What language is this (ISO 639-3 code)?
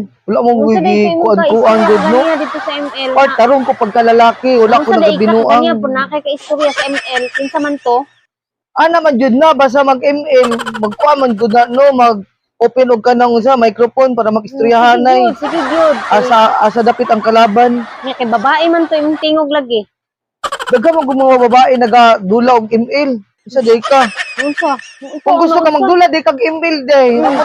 ceb